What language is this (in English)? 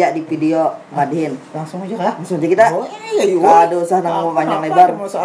Banjar